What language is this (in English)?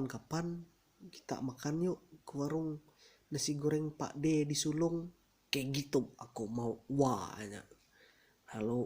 Ma'anyan